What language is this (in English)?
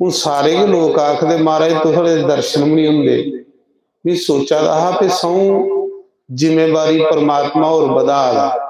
Dogri